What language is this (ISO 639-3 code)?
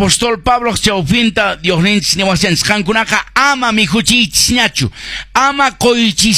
que